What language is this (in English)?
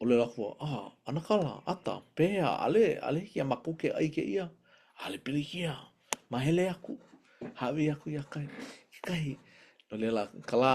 Hawaiian